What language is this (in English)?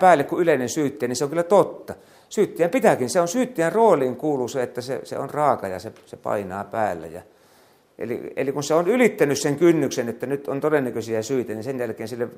Finnish